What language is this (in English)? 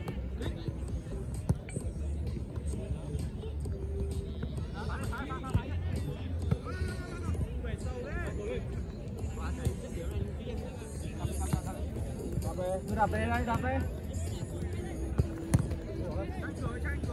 Vietnamese